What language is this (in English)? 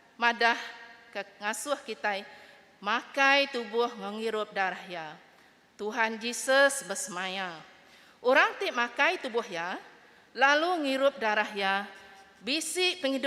Iban